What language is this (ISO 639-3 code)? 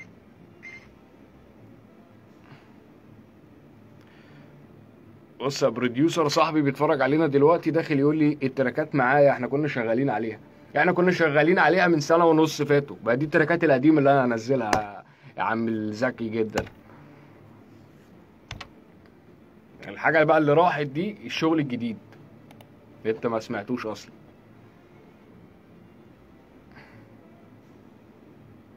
arz